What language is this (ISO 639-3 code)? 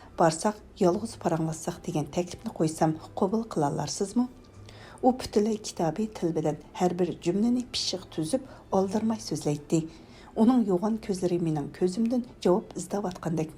uig